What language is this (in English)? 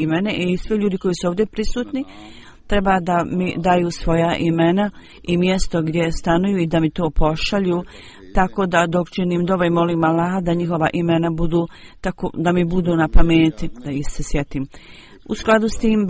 Bosnian